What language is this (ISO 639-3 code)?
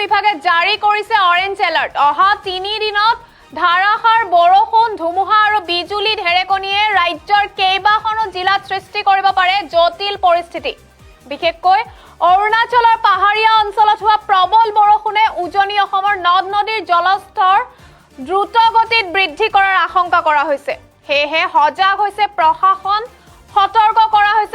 asm